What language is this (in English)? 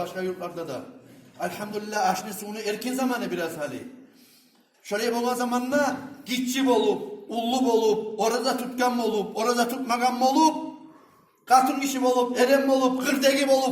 Kumyk